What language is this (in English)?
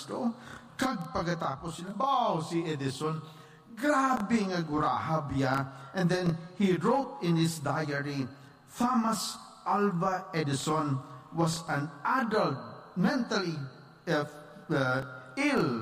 Hiligaynon